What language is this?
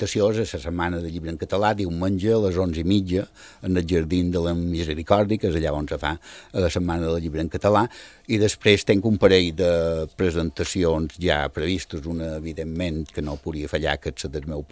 Catalan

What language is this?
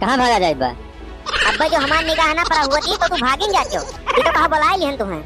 Awadhi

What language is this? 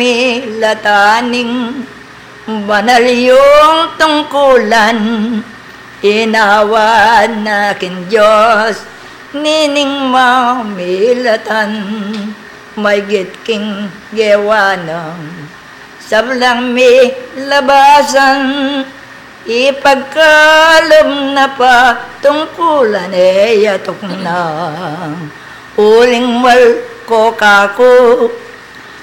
Pampanga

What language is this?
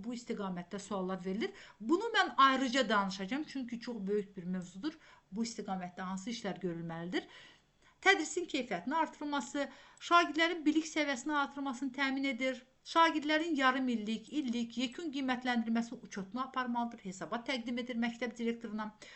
Azerbaijani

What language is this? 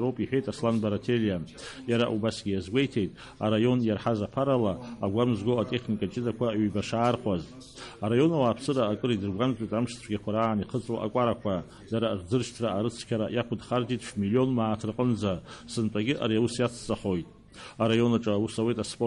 Abkhazian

